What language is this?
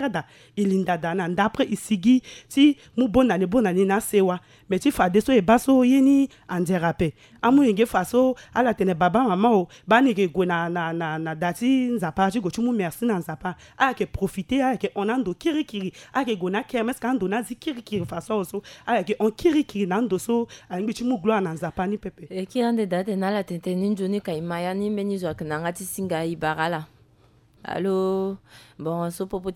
Sango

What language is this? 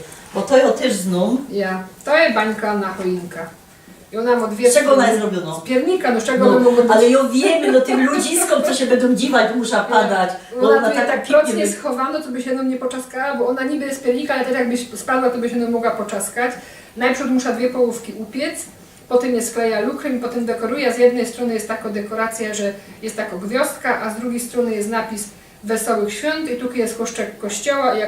Silesian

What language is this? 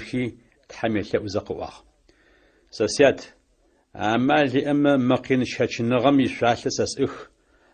Adyghe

